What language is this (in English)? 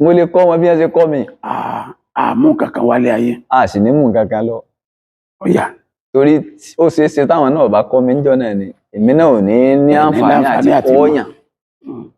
Yoruba